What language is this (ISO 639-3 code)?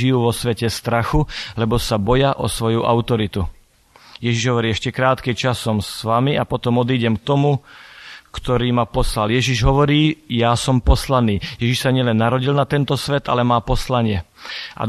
slk